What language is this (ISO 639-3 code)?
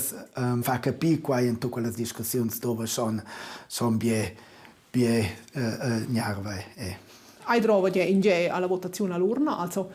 roh